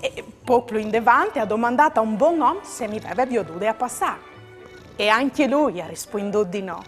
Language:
Friulian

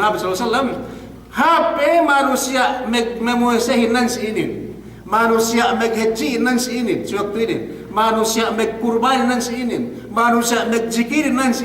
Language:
Yakan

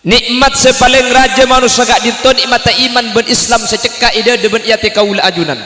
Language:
Madurese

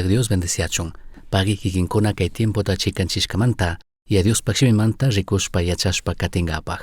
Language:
Chimborazo Highland Quichua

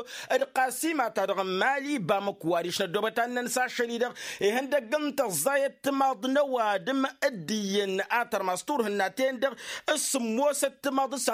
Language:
Tamasheq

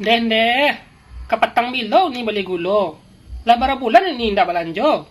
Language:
Minangkabau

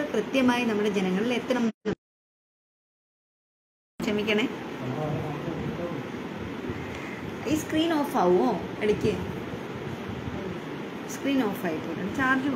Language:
Malayalam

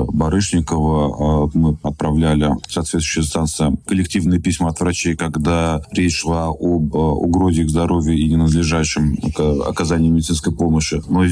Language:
Russian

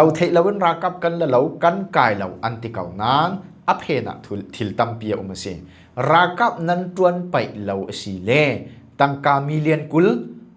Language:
Falam Chin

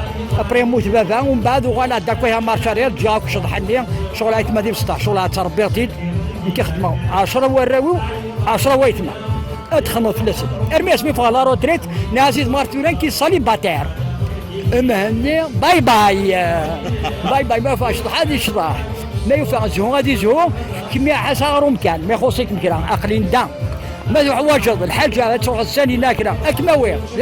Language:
Kabyle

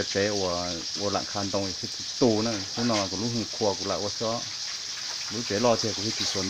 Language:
Hmong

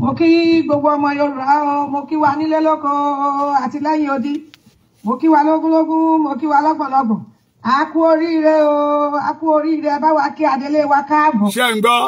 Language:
Yoruba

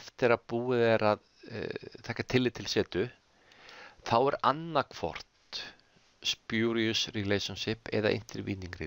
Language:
Icelandic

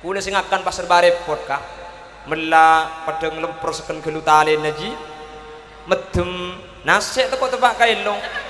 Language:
Madurese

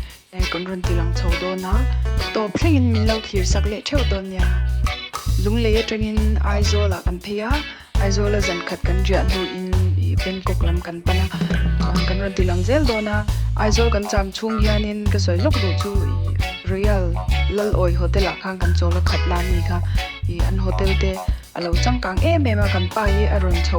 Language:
Mizo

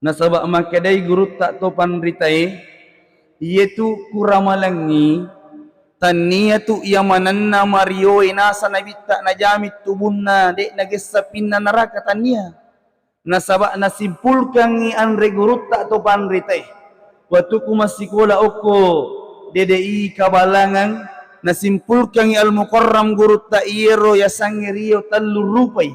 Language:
Buginese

